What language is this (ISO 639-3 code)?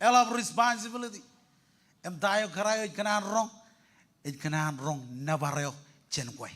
mah